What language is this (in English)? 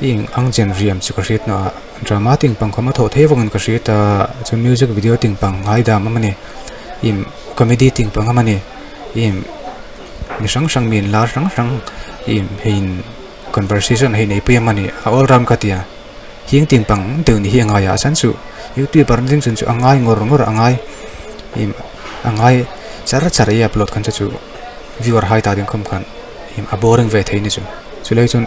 Hmar